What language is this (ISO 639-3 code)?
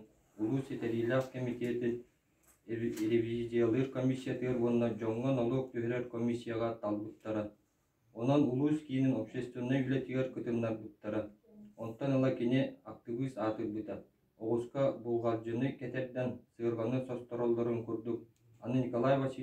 sah